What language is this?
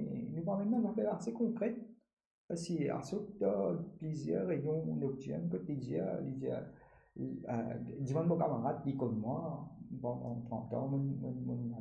Morisyen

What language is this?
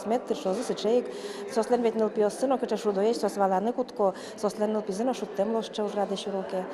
Udmurt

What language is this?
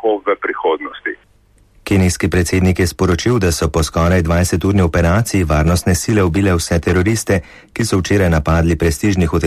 Slovenian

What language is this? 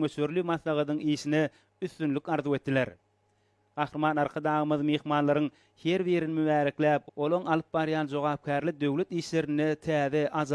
Turkmen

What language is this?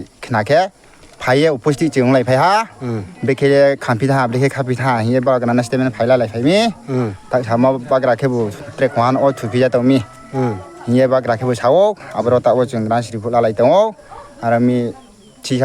Riang (India)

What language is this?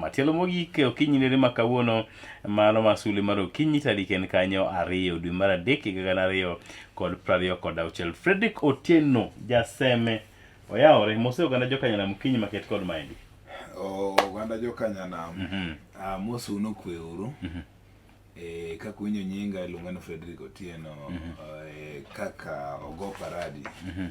Luo (Kenya and Tanzania)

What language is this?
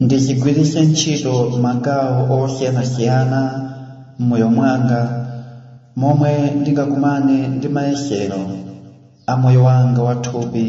Nyanja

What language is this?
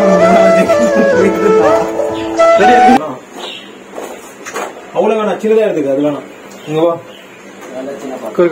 Tamil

